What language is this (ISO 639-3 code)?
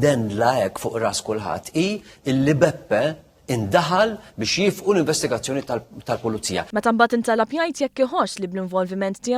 mlt